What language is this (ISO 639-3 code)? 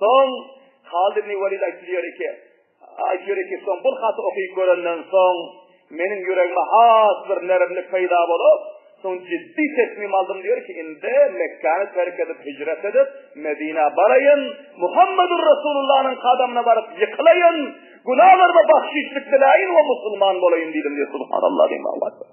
tuk